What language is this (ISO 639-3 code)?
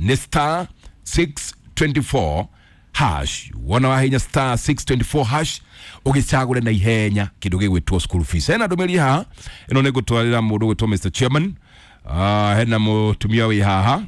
kik